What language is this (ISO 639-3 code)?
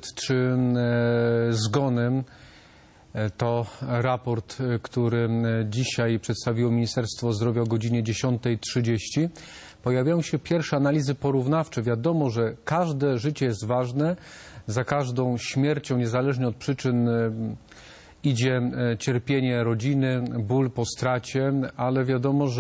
pol